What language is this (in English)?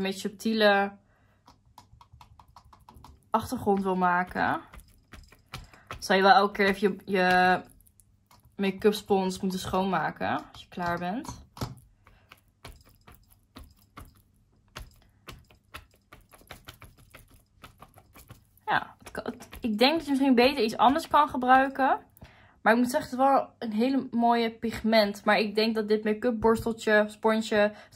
Dutch